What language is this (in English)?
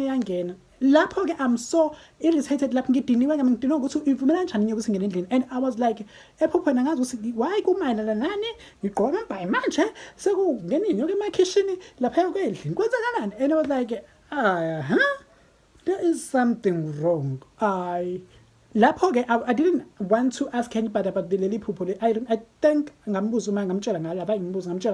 Zulu